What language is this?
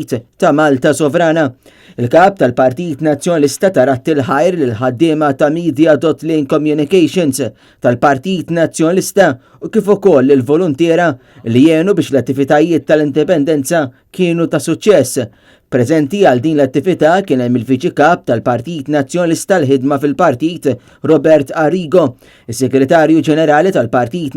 Maltese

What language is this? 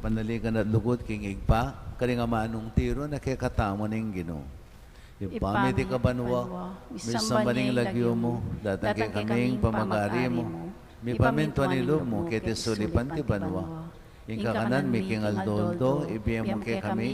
Pampanga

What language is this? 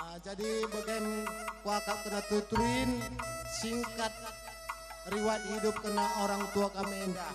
Batak Karo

